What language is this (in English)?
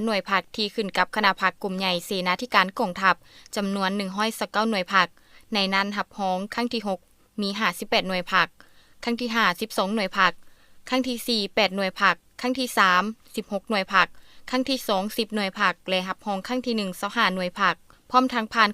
Lao